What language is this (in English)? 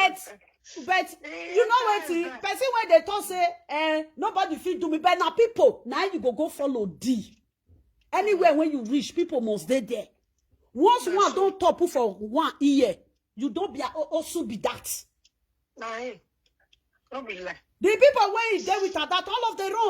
Nigerian Pidgin